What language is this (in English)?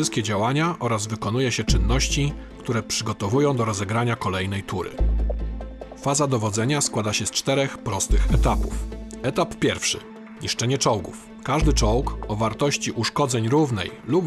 Polish